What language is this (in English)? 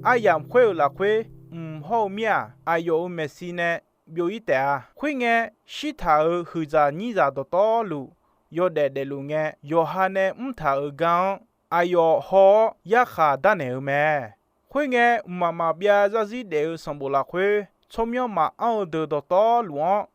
Akha